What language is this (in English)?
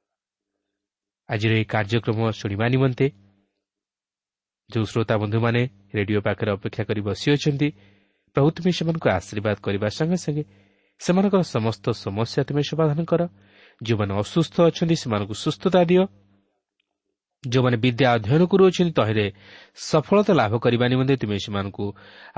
Odia